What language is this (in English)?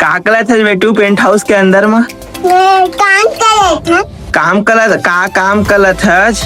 Chhattisgarhi